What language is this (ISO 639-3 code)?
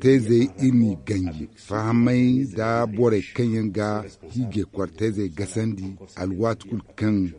dje